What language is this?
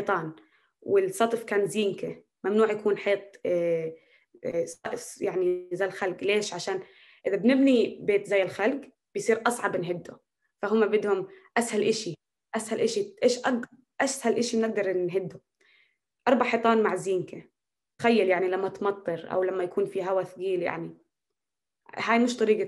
North Levantine Arabic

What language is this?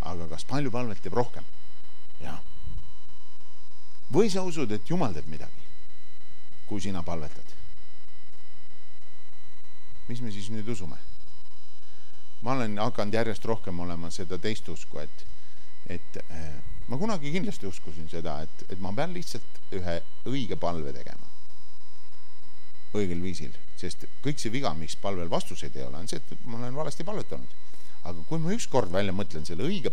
Estonian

